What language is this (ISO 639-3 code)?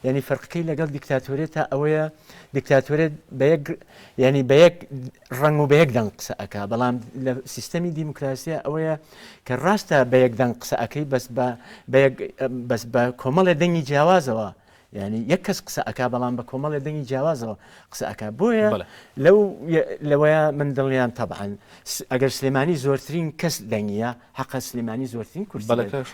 ckb